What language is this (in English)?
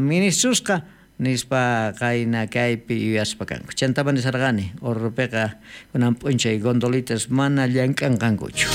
South Bolivian Quechua